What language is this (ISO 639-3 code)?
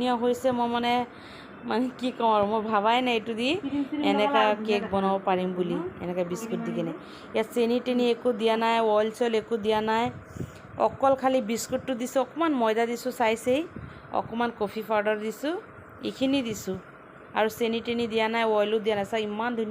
asm